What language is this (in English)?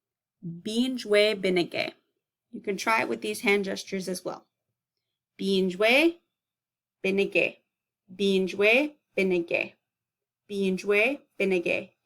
Chippewa